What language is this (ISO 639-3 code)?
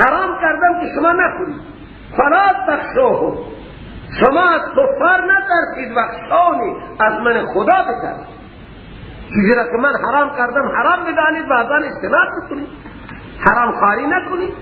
fas